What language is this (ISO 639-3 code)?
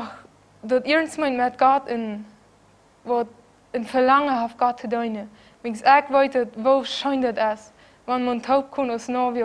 pdt